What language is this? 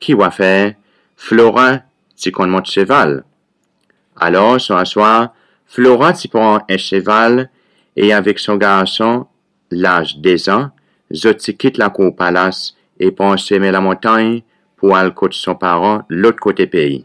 Seselwa Creole French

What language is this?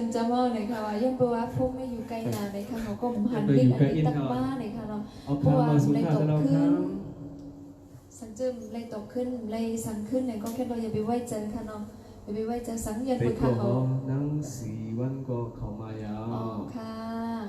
Shan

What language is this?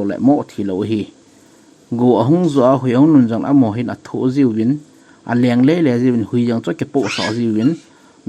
Thado Chin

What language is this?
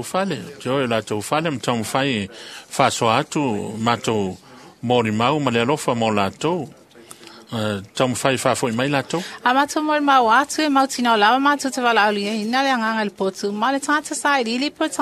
Samoan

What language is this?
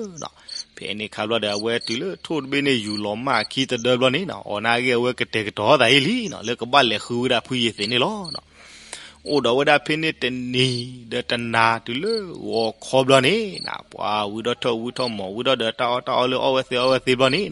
S'gaw Karen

